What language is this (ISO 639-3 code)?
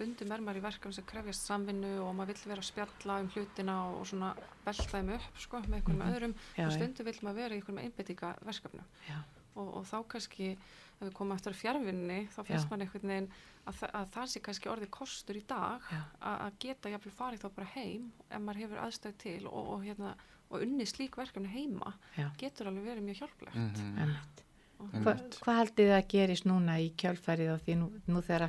isl